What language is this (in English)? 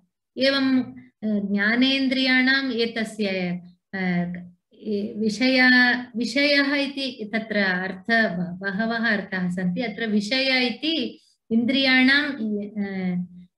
Sanskrit